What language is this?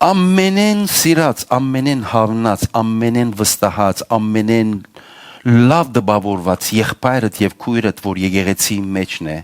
Western Armenian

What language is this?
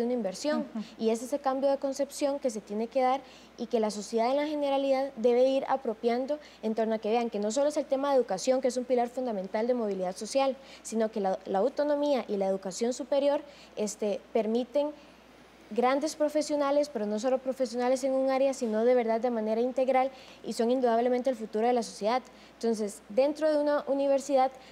Spanish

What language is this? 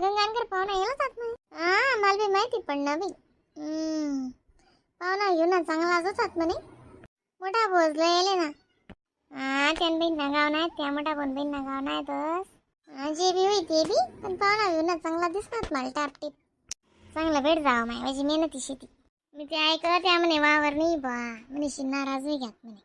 Khandesi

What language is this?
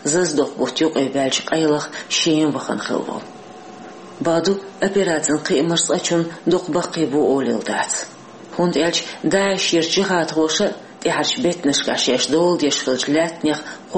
Chechen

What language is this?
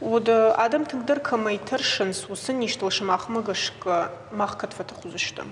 Ossetic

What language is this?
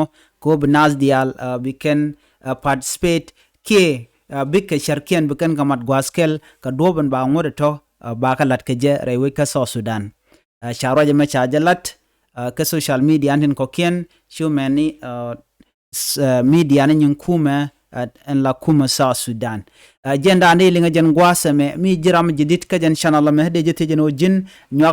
Nuer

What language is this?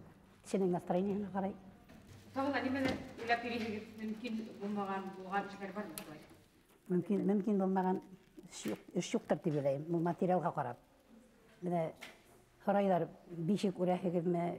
Bashkir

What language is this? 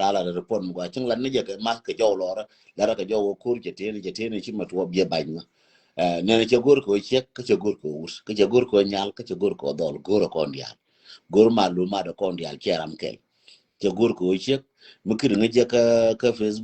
Nuer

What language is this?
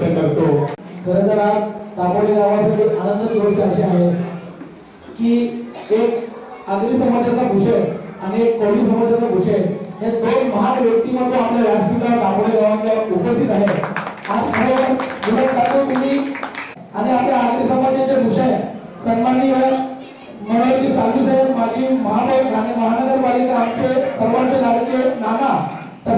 Marathi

